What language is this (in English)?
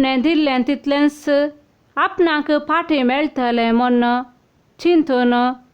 Konkani